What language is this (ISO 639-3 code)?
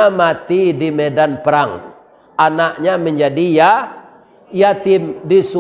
min